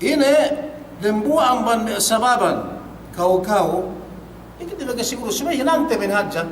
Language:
Yakan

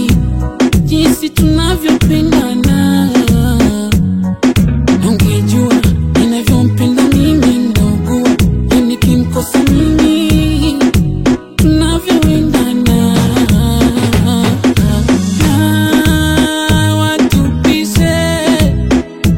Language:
Swahili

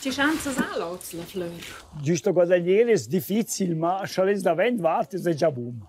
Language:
Romansh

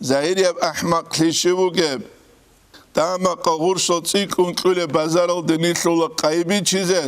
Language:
Avaric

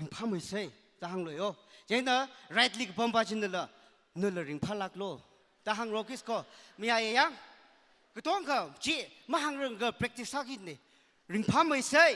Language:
Tangkhul Naga (India)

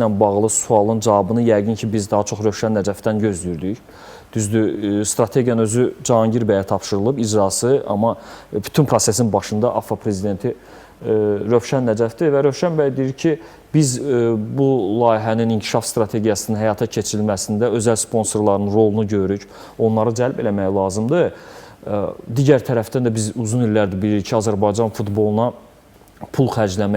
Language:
Azerbaijani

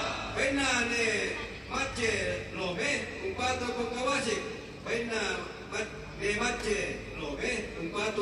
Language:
Toraja-Sa'dan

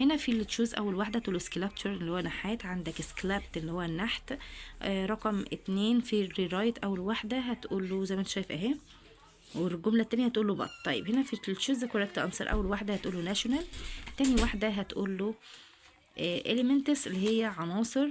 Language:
Egyptian Arabic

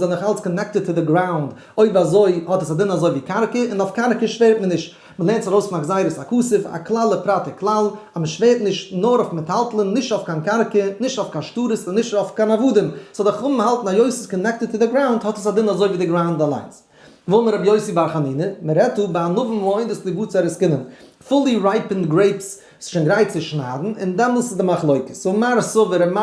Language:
Yiddish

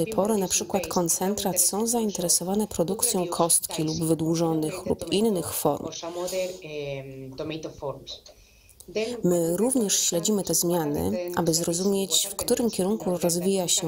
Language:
Polish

